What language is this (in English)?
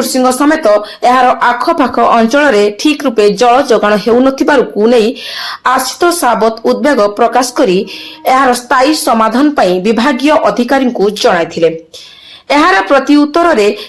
Odia